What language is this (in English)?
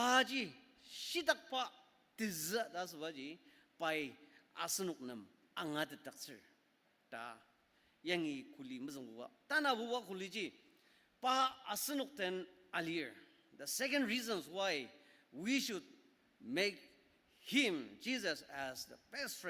Ao Naga